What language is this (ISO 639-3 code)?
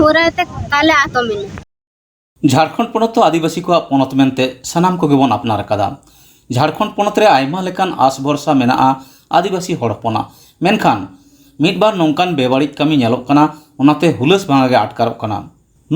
sat